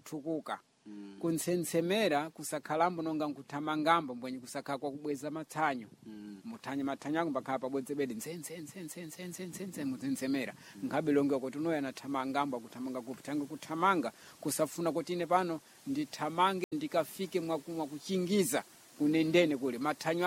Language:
Sena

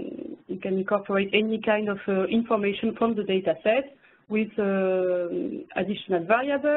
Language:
English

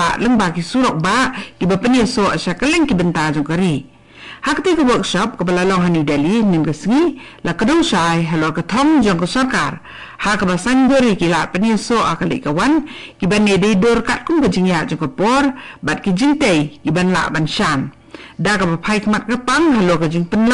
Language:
Khasi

